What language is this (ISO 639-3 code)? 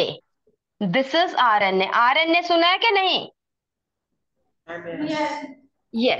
hin